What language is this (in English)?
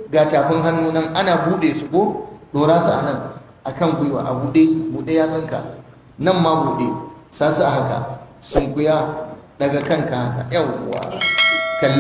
Hausa